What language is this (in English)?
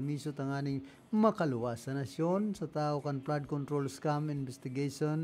Bikol